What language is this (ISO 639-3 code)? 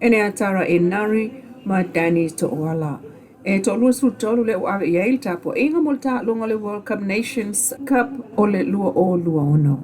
smo